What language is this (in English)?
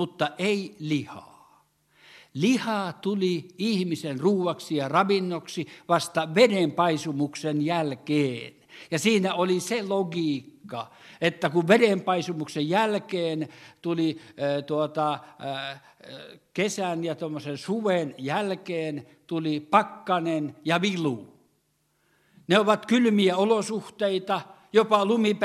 Finnish